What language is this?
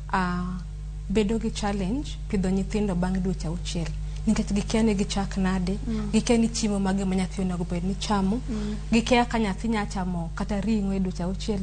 Luo (Kenya and Tanzania)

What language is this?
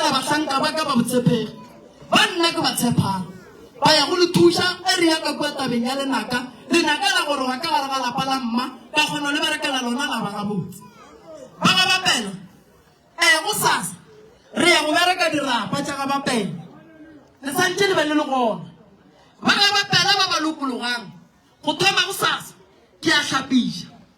Northern Sotho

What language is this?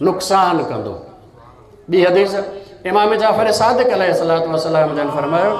Sindhi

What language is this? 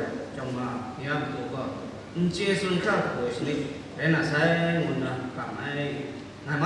Kachin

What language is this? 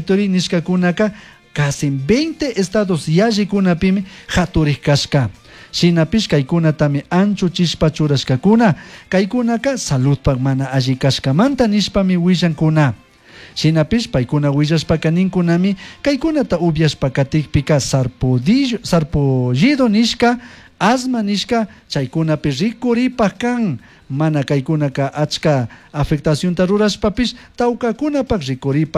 Chimborazo Highland Quichua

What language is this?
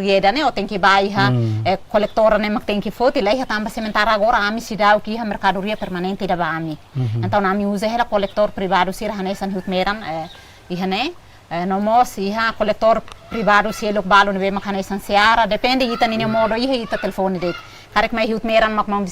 Tetum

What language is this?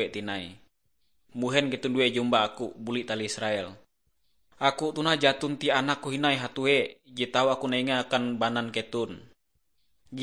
Ngaju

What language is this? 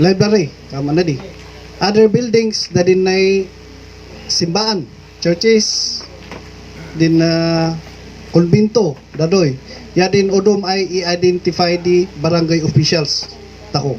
Kankanaey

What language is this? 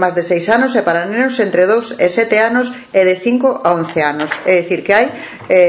Galician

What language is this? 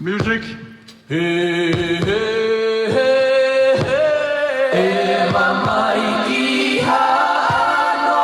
Tongan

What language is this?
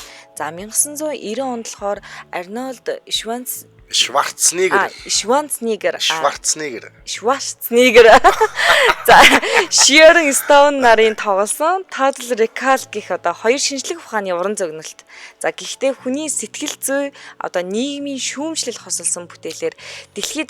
Mongolian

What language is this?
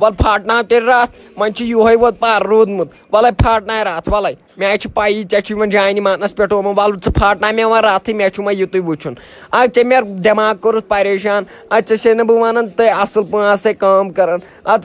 Kashmiri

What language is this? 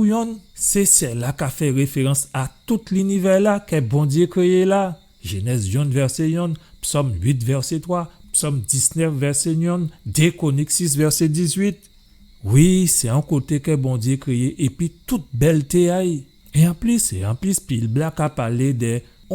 Guadeloupean Creole French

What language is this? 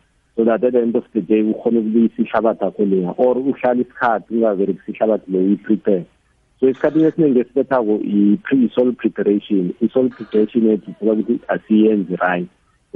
South Ndebele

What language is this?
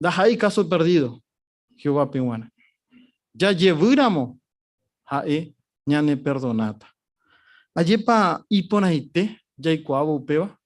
Guarani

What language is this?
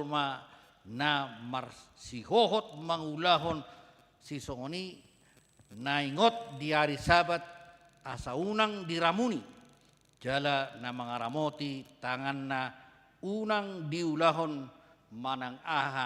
Batak Toba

